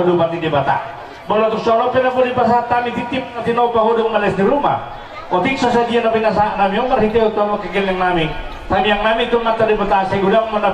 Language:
Batak Toba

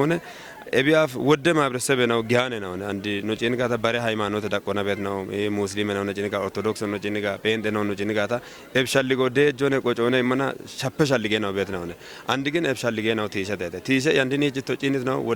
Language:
Kafa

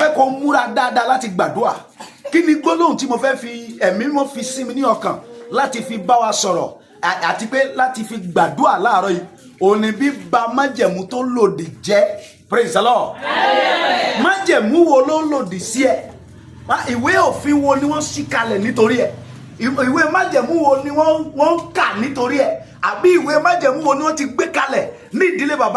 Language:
Yoruba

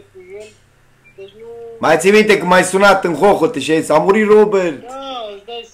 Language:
Romanian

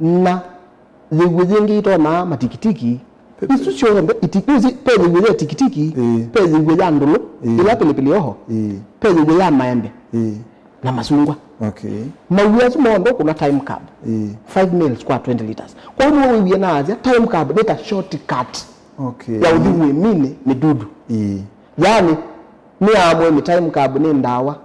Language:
Kamba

